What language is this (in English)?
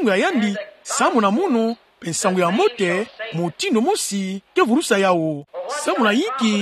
Kituba (Democratic Republic of Congo)